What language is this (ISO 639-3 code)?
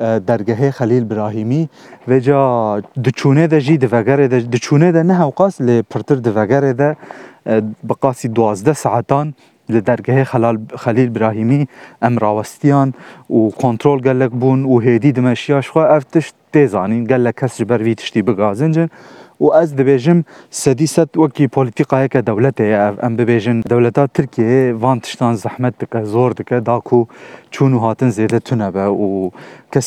kur